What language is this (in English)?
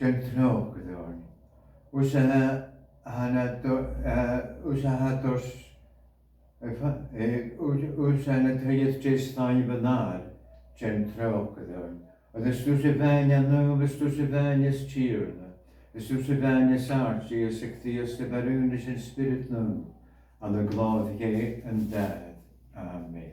Scottish Gaelic